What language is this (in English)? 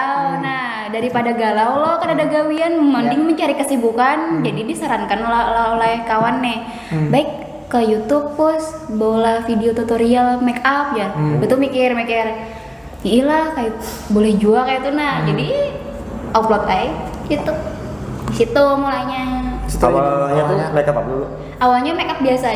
Banjar